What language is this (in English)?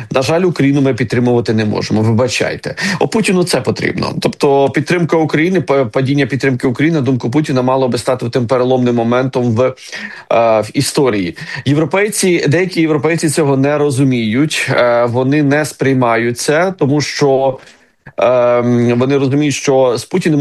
Ukrainian